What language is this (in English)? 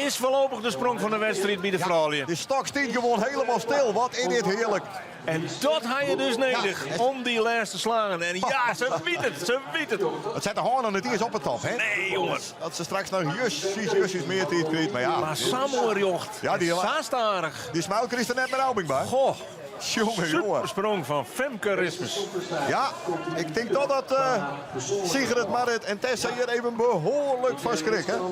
Western Frisian